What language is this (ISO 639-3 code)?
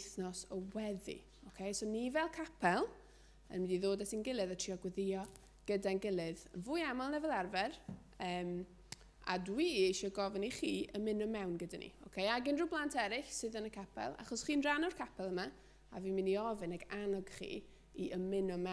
cym